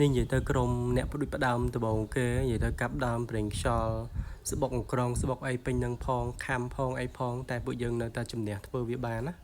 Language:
Khmer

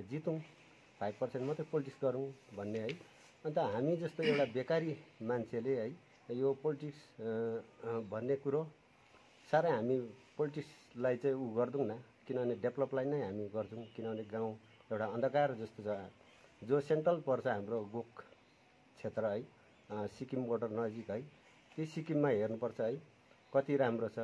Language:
Nepali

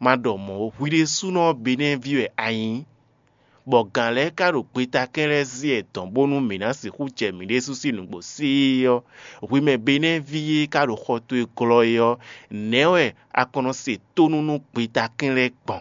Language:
Fon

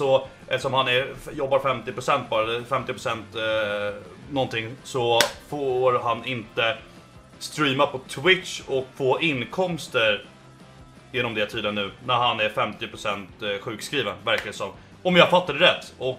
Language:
Swedish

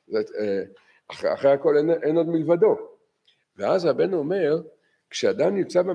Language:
Hebrew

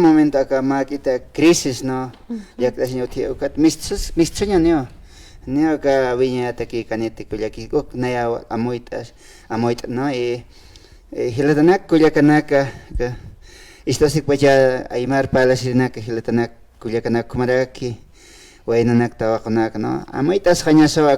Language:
Aymara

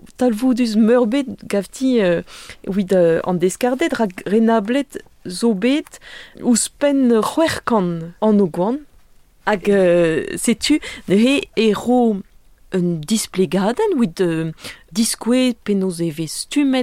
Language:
Breton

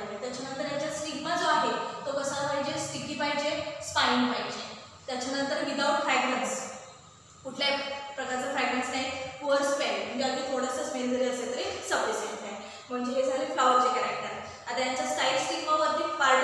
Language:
Marathi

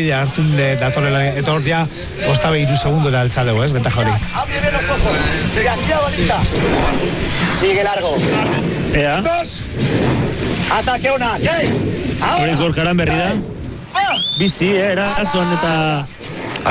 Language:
Basque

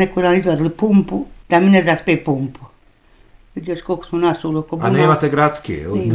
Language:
Bosnian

